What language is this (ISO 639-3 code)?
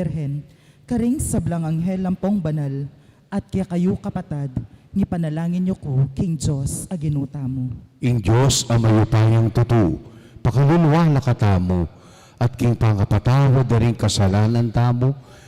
pam